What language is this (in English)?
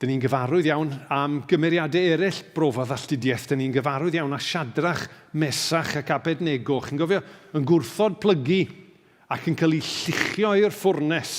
Welsh